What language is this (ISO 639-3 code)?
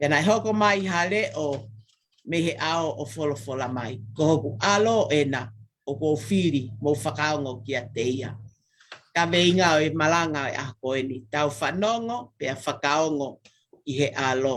ton